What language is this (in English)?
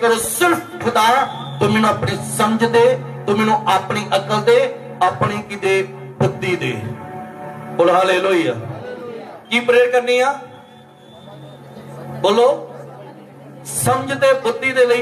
Punjabi